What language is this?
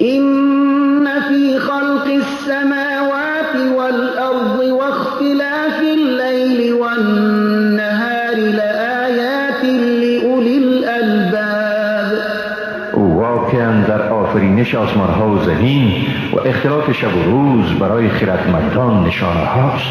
Persian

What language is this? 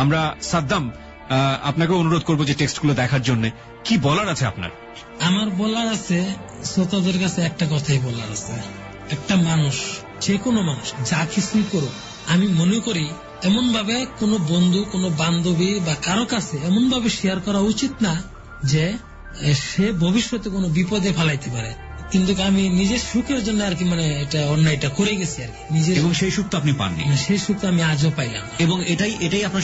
Bangla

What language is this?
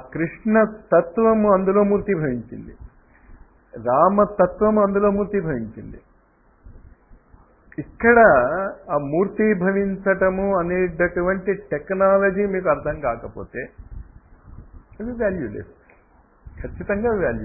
Telugu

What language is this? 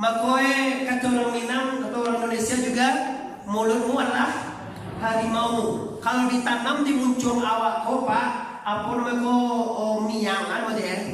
Minangkabau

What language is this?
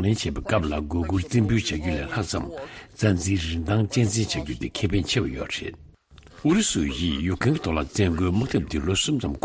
Tibetan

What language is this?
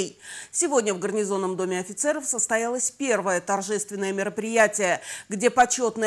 Russian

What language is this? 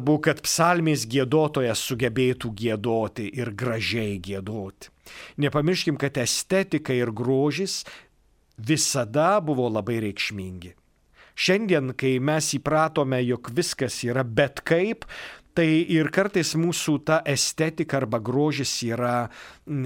Lithuanian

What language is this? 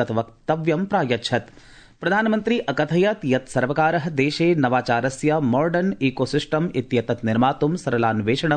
Sanskrit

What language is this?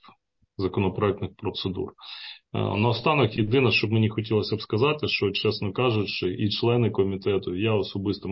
Ukrainian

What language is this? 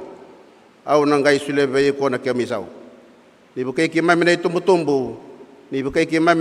Fijian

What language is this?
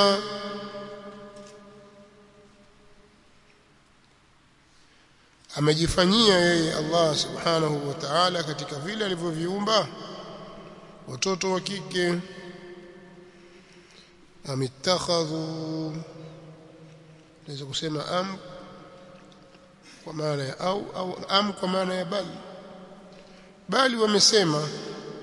Swahili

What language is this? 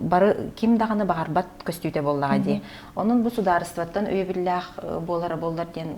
Yakut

